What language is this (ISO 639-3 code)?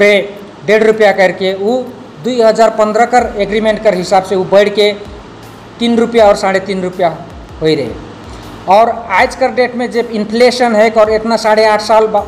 sck